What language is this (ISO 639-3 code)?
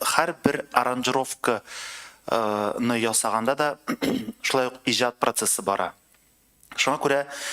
tat